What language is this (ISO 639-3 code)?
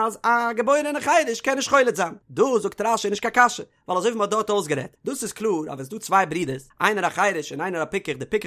yid